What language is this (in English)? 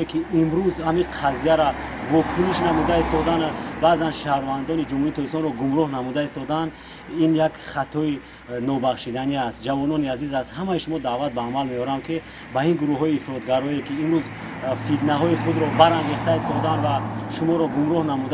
Tajik